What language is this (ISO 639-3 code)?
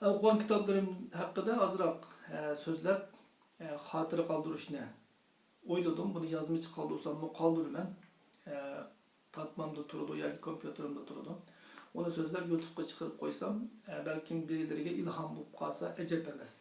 uig